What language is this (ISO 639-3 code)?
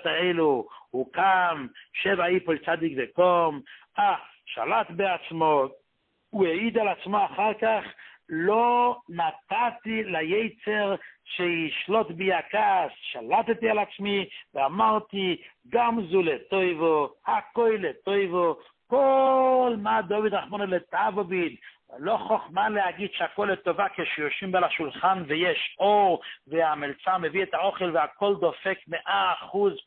heb